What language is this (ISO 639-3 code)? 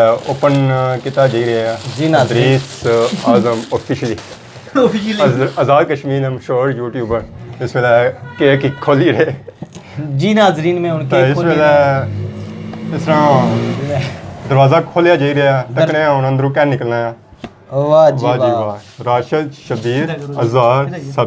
phr